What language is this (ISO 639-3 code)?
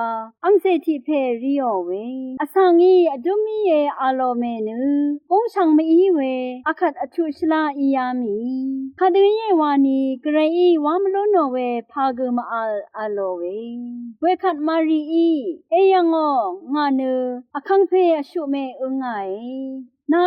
raw